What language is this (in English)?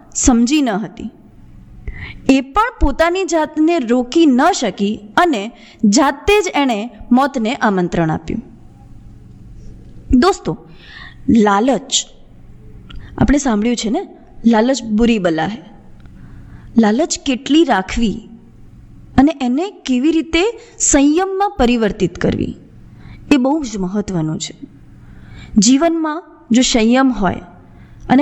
Gujarati